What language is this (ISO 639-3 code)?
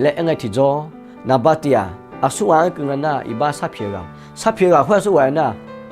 ahk